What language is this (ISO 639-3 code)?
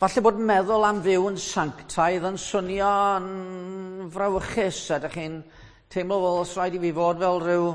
cym